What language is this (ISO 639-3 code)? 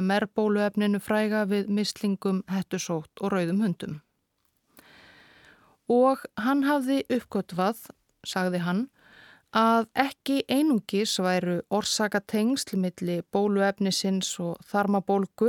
isl